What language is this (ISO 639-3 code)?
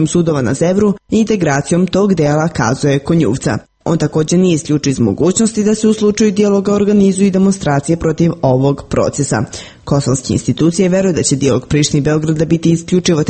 srp